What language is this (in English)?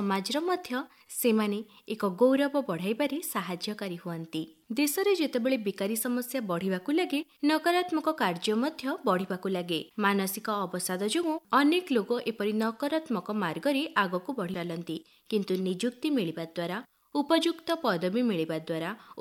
Odia